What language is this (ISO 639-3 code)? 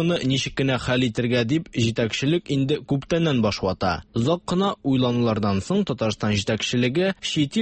tat